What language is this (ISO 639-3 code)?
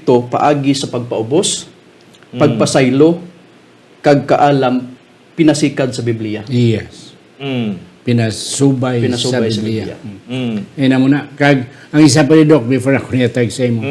hil